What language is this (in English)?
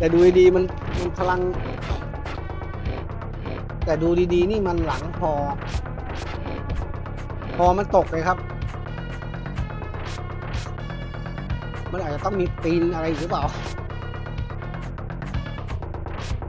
Thai